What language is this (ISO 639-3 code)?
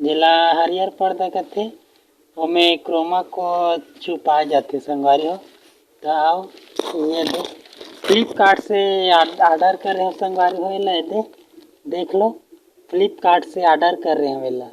hne